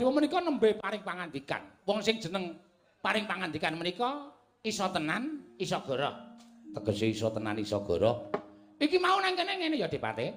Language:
Javanese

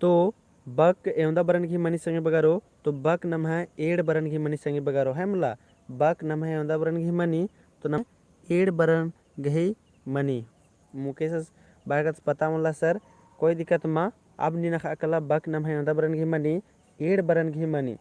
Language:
Kurukh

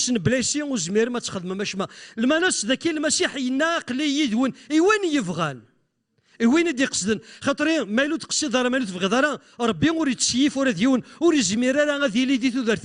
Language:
Kabyle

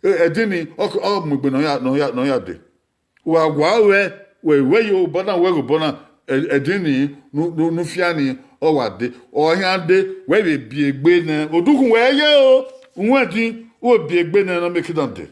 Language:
Bini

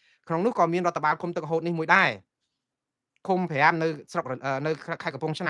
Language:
Khmer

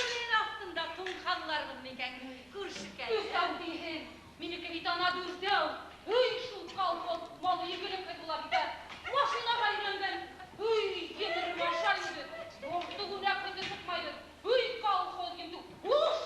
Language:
Bashkir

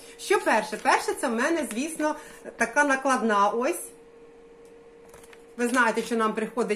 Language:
Ukrainian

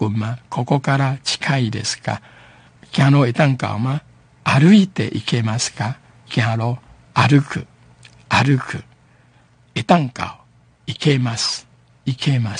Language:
Japanese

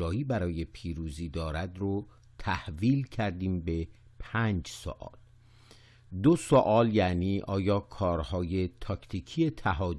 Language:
Persian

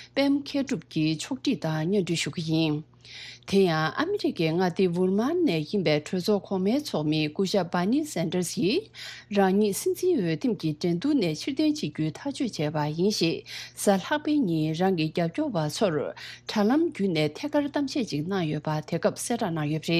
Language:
Tibetan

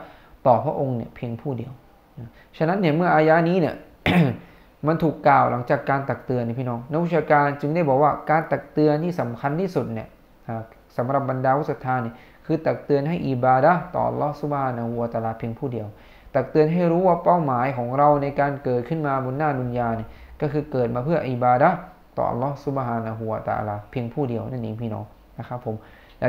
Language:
Thai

